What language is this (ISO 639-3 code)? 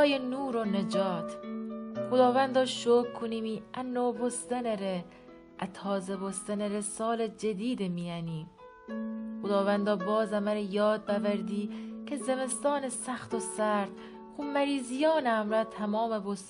glk